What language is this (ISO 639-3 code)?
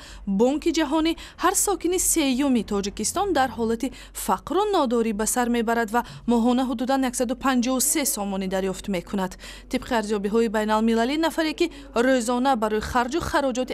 tgk